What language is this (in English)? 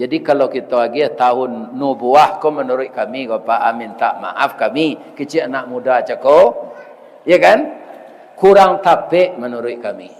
Minangkabau